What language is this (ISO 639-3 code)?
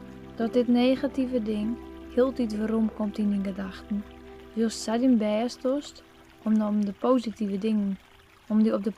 fry